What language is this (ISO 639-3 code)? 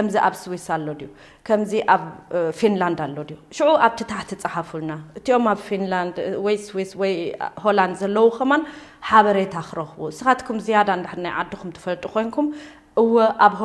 tir